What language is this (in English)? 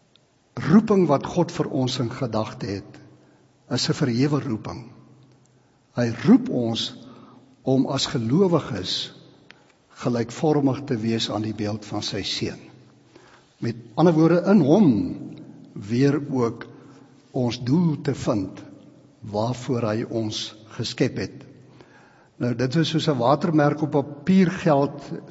Afrikaans